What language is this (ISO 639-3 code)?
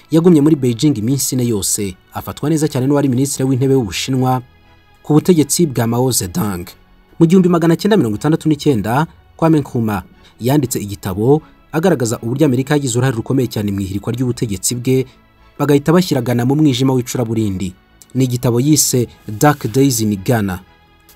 kin